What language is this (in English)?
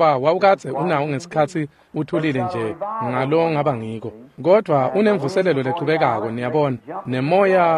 Swati